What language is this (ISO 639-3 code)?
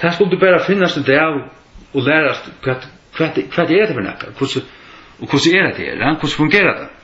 fao